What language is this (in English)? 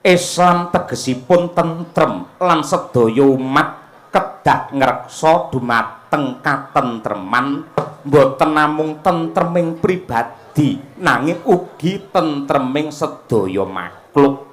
Javanese